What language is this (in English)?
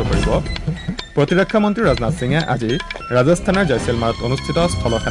Assamese